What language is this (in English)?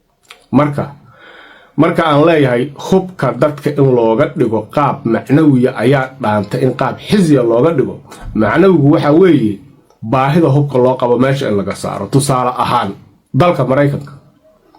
Somali